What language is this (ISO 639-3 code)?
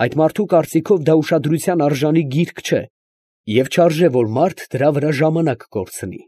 hye